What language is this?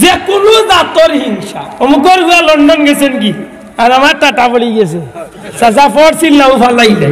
Sylheti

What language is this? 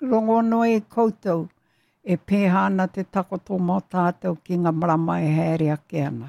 Māori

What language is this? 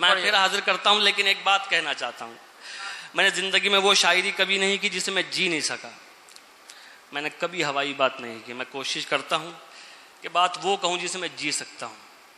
Urdu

